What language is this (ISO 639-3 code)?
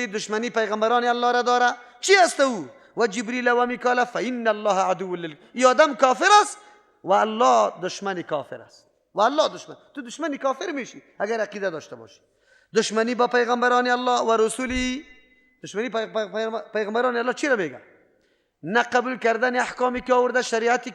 fas